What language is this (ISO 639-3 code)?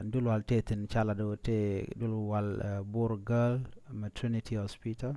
nus